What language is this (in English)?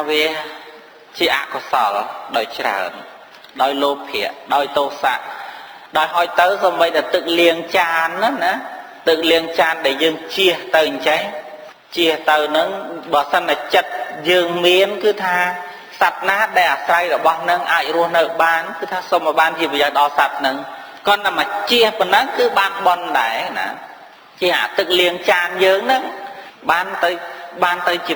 Khmer